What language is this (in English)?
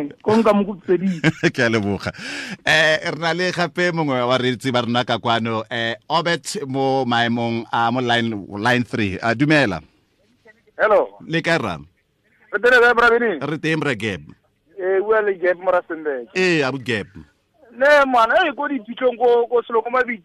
Tswana